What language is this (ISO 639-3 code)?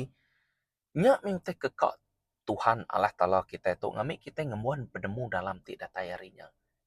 iba